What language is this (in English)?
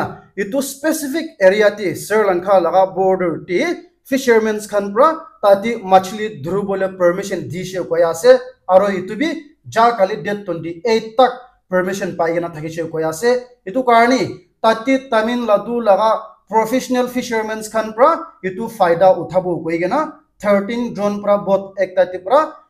Naga Pidgin